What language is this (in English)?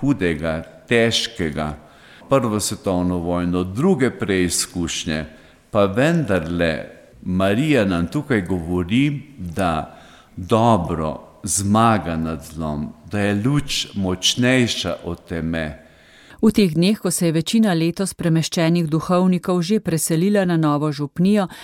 Slovenian